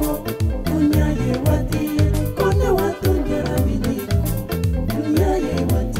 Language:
Swahili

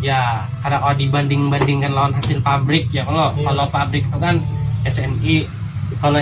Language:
Banjar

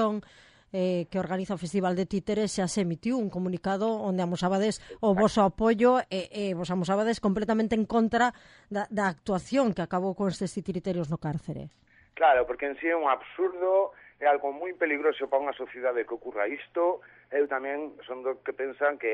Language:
Galician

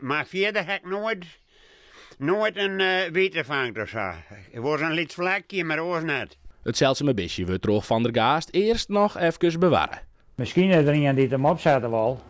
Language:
Western Frisian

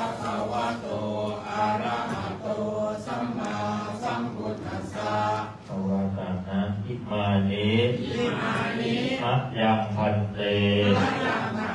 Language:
Pali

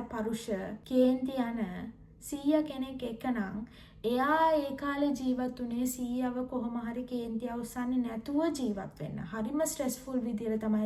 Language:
Sinhala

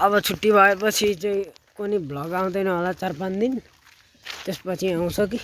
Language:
Nepali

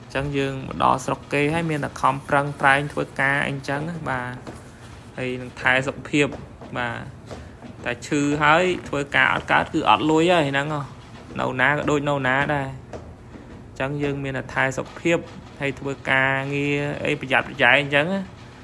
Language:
Khmer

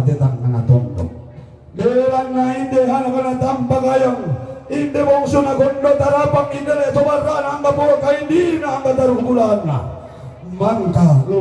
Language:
Toraja-Sa'dan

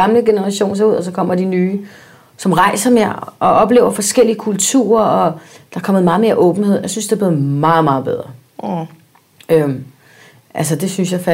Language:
Danish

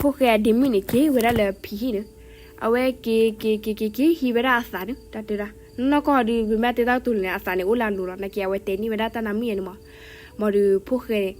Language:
S'gaw Karen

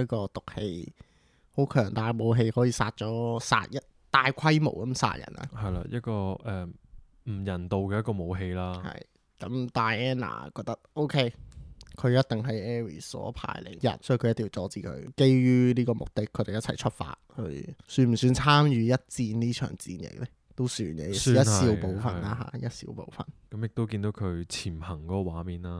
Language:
Cantonese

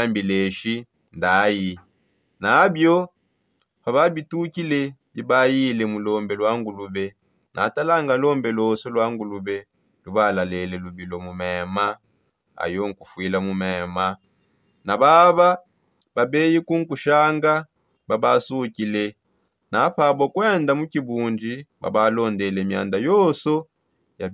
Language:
Songe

